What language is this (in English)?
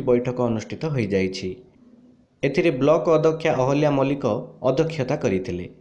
Odia